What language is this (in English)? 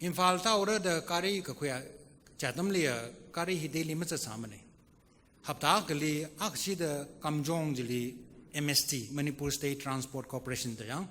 Tangkhul Naga (India)